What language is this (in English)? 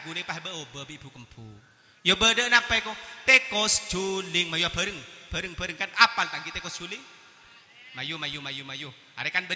Madurese